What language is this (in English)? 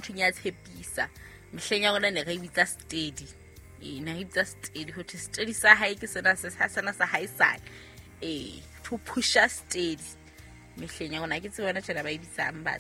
Southern Sotho